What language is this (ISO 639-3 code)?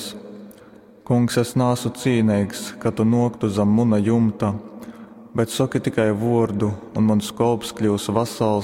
ltg